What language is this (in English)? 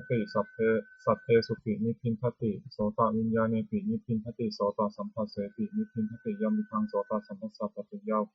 Pali